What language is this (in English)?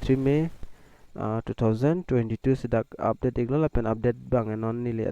Karbi